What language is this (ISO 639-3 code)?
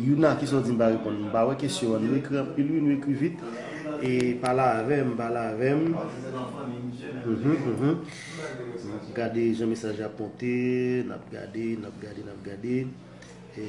hat